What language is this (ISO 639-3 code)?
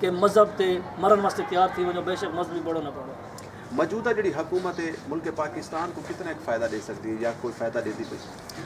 skr